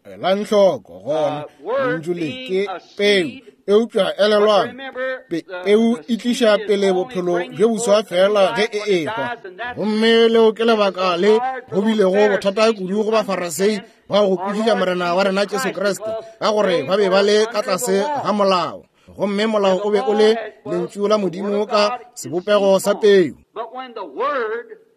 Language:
Northern Sotho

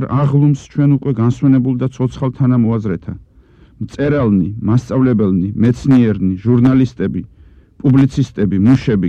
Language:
Georgian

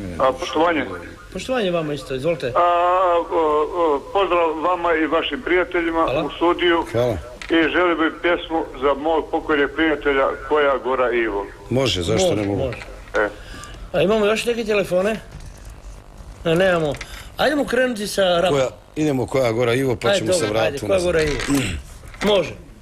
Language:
Croatian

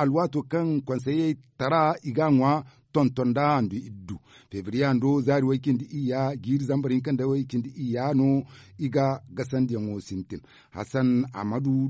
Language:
Zarma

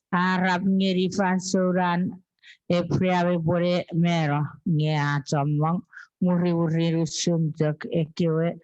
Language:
Chuukese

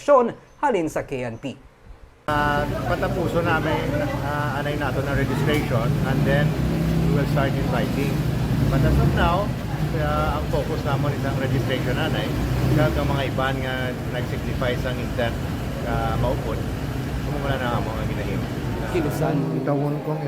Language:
Hiligaynon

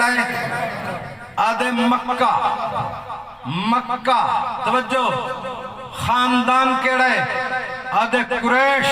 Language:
Saraiki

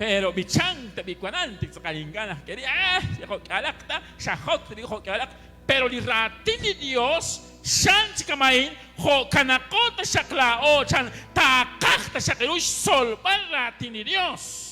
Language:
Kekchí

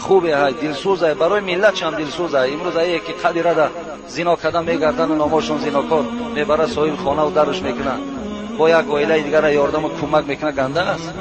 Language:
Tajik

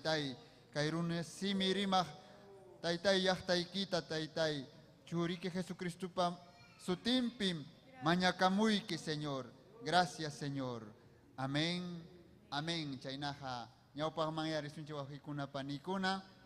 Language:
Ayacucho Quechua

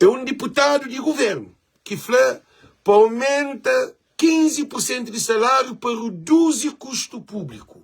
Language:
Kabuverdianu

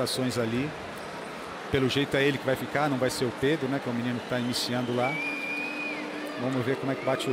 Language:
Portuguese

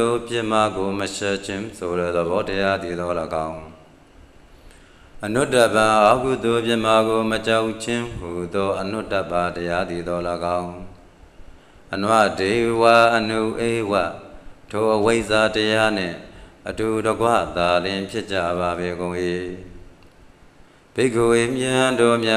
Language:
Burmese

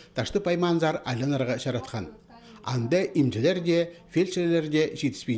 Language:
Khakas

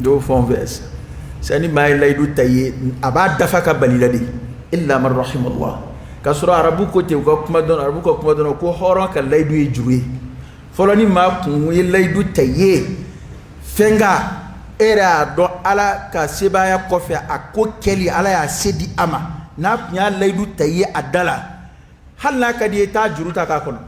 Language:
Dyula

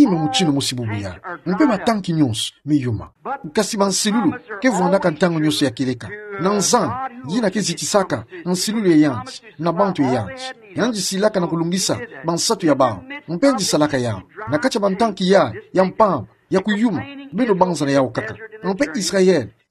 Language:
Kituba (Democratic Republic of Congo)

